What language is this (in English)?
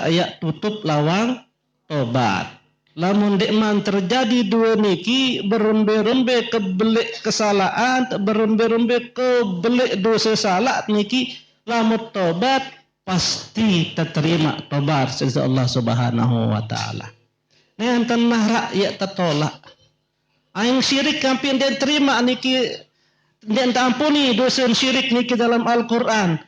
Sasak